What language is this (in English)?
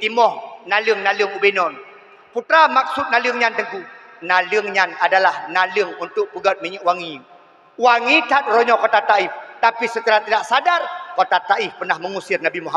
Achinese